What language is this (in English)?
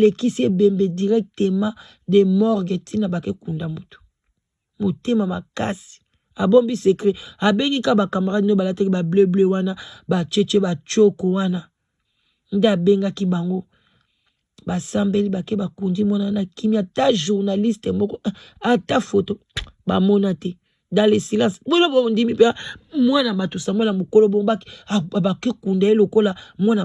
Lingala